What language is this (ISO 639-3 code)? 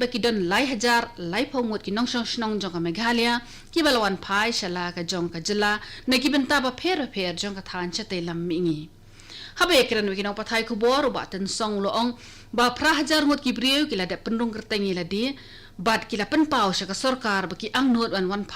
kha